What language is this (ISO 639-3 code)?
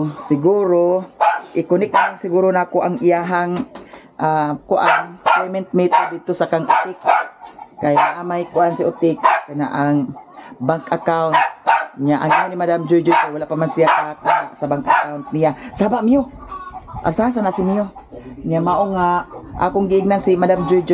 ceb